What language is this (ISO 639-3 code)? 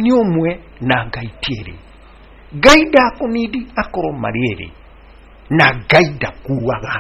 kik